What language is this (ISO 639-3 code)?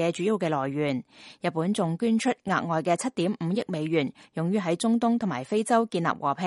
yue